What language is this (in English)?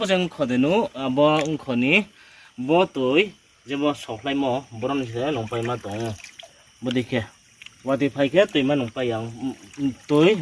Riang (India)